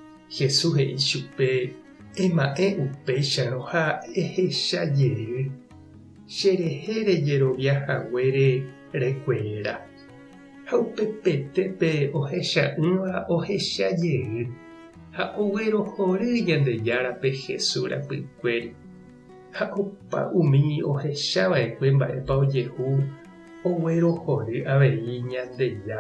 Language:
Guarani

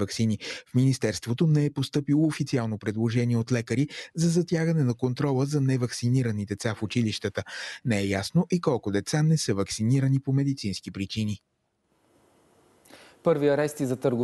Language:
Bulgarian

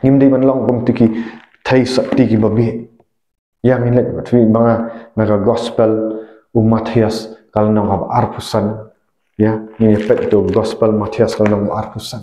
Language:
Khasi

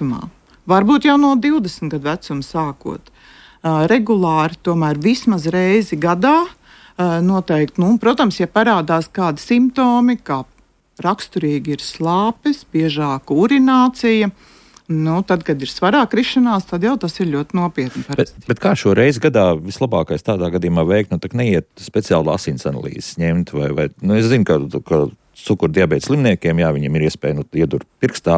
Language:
Latvian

